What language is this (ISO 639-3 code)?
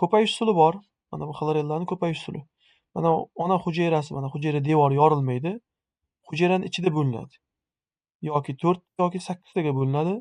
uzb